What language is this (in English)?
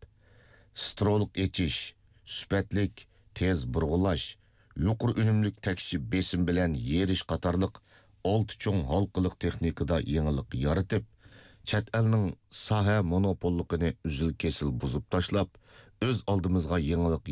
Uyghur